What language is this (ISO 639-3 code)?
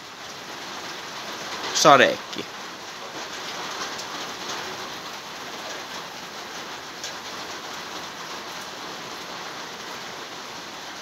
fin